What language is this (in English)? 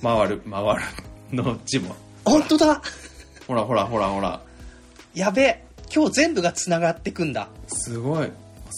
Japanese